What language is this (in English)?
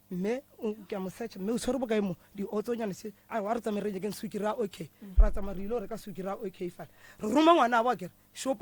Northern Sotho